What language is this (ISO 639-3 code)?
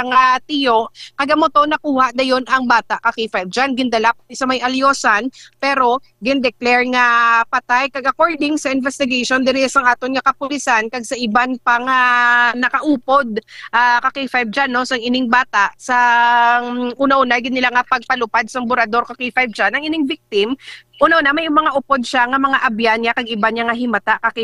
hil